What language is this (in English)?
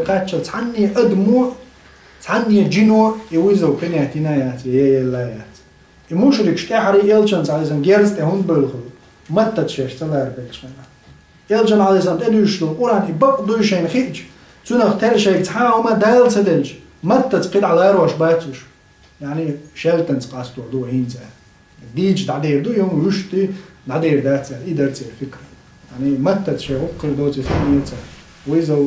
Chechen